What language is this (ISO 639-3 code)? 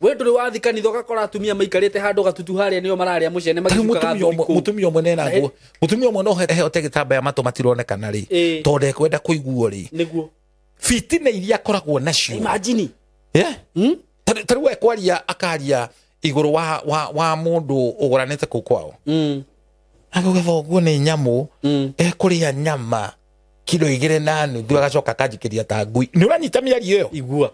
kik